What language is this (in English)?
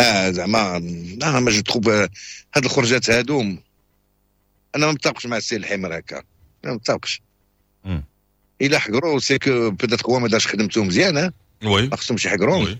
Moroccan Arabic